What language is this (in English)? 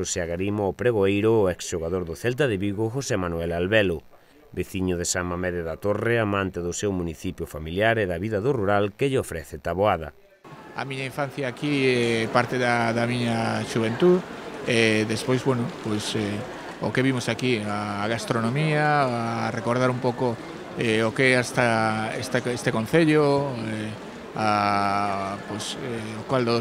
Galician